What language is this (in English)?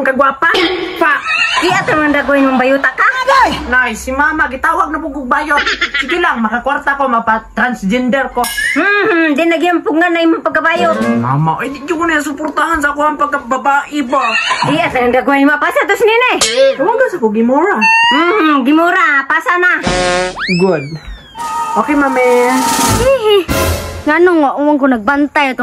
Cebuano